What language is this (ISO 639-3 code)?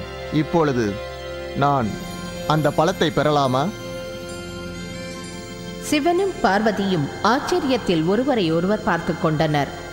tam